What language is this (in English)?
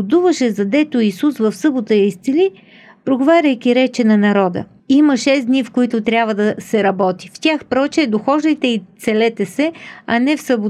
Bulgarian